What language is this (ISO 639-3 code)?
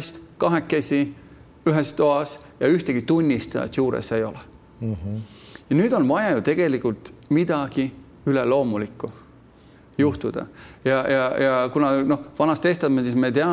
est